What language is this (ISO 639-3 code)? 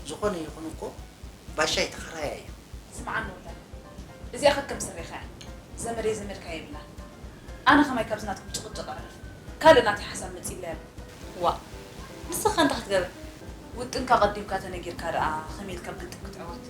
tir